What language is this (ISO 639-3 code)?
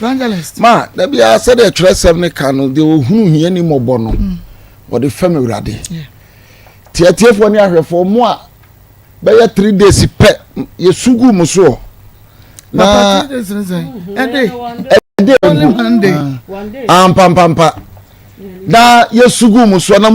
aka